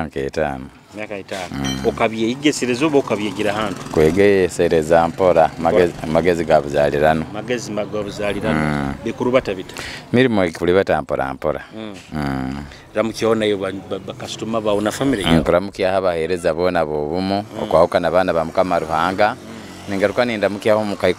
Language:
Nyoro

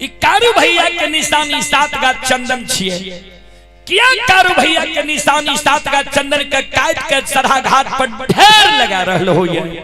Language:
Maithili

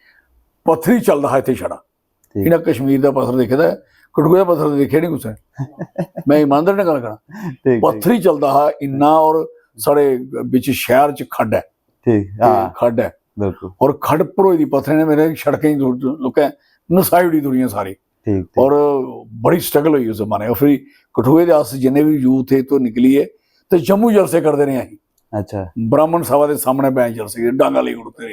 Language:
Dogri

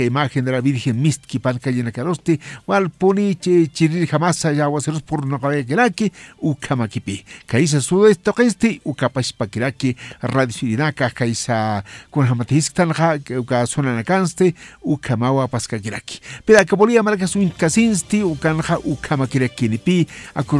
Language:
Aymara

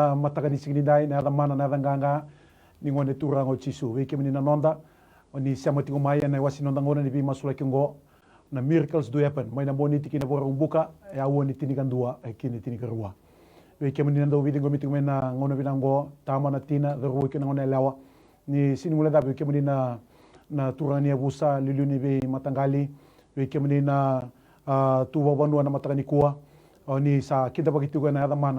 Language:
Fijian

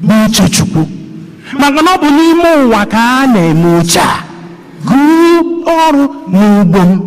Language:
Igbo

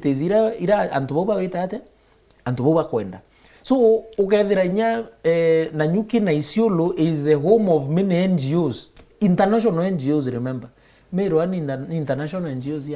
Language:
Meru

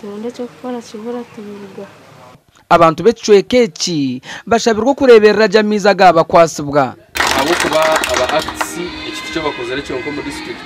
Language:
Nyankole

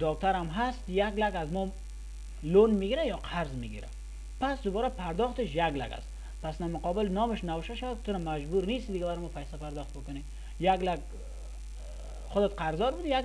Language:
Persian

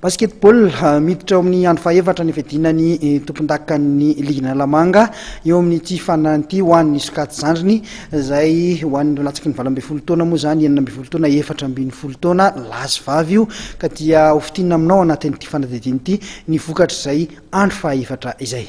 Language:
Malagasy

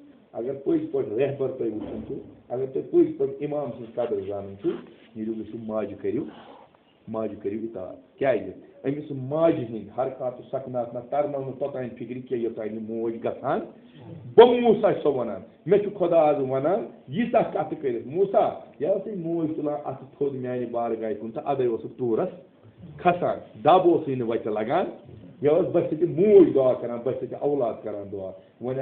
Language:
Kashmiri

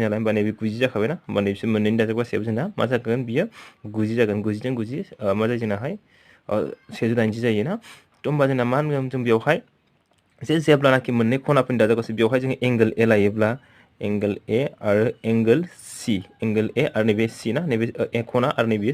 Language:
Bodo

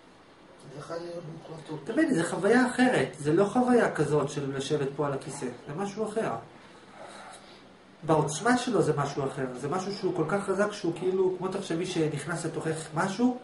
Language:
Hebrew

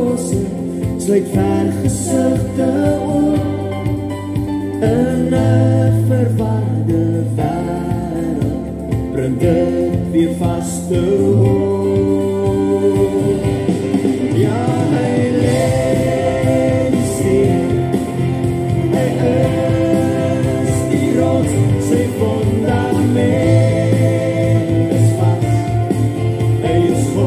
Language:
Afrikaans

